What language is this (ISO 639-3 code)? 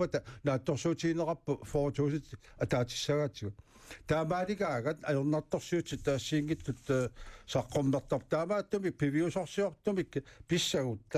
kal